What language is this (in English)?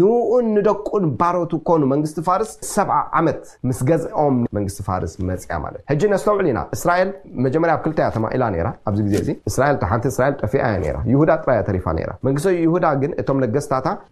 Tigrinya